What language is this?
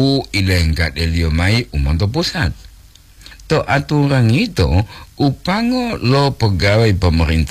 Gorontalo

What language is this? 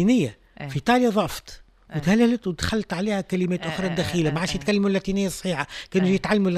Tunisian Arabic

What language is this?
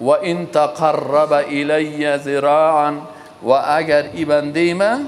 Persian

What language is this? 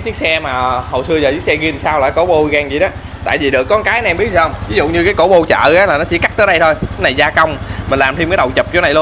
Vietnamese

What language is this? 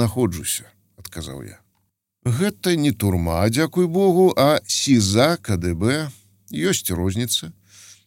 Belarusian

